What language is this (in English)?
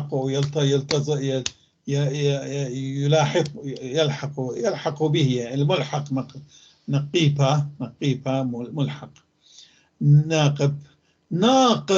North Levantine Arabic